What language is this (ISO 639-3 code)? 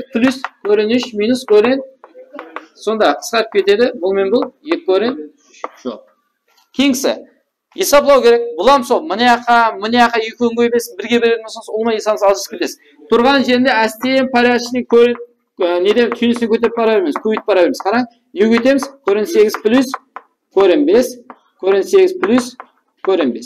kaa